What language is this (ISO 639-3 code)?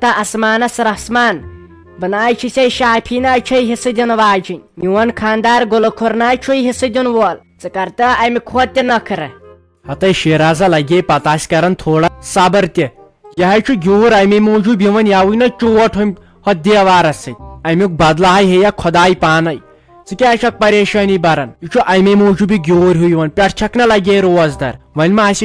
kas